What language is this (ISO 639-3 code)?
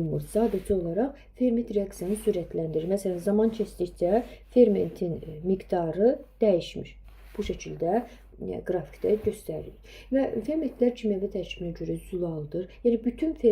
aze